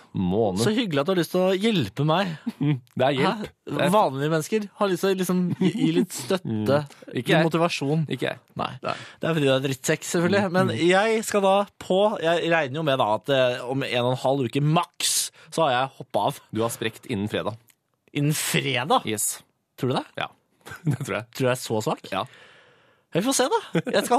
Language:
Norwegian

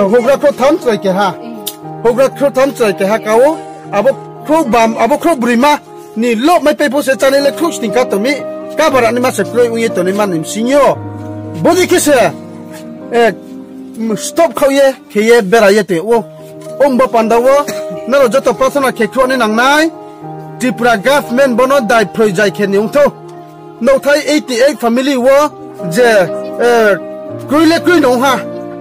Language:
Riang (India)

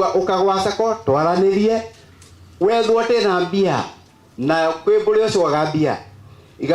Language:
Meru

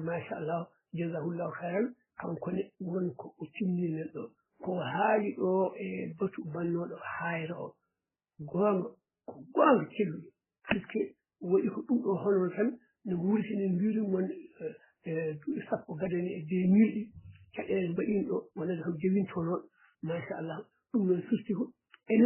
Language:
Fula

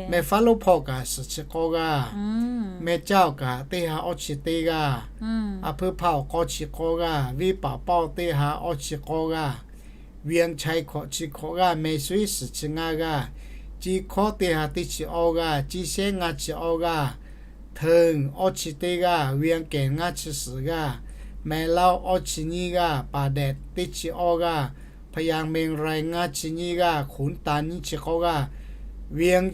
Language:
Lahu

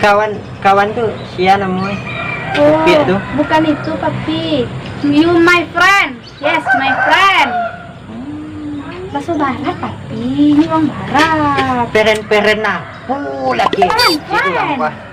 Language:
Minangkabau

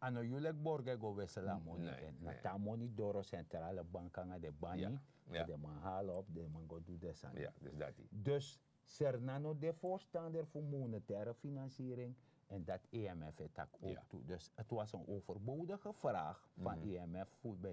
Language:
Sranan Tongo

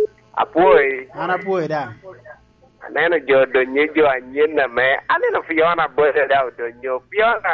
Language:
Lango (Uganda)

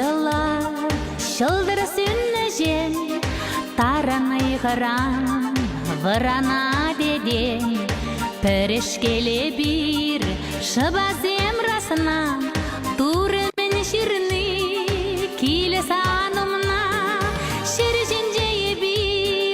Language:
Chuvash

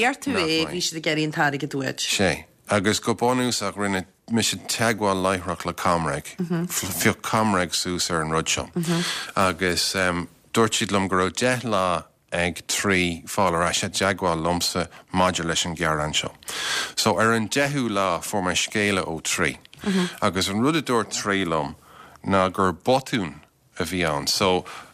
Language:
Irish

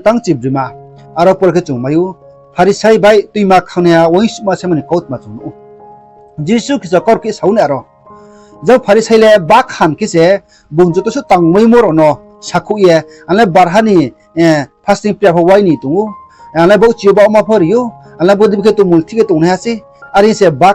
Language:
Riang (India)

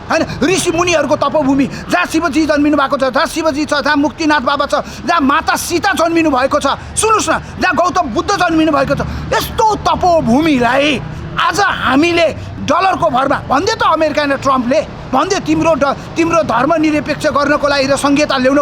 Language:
Nepali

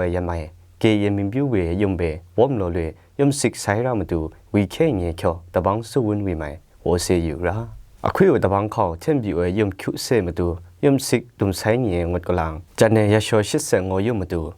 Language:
Kachin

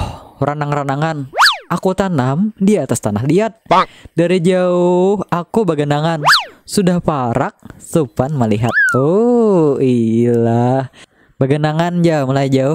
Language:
Banjar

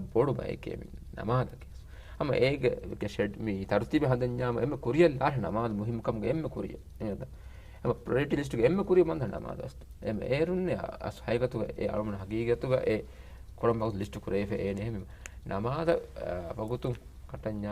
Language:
Divehi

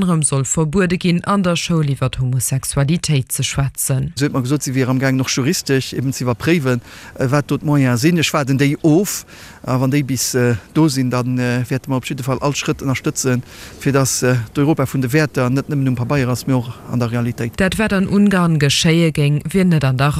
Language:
Luxembourgish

